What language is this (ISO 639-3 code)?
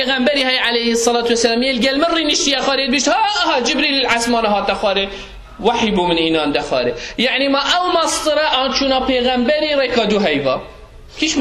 kur